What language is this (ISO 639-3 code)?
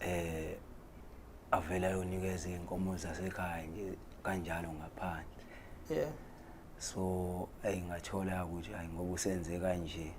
zul